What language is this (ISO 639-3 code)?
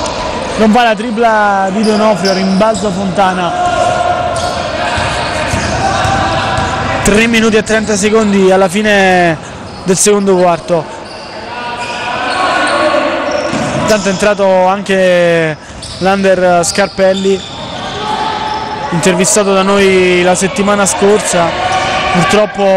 ita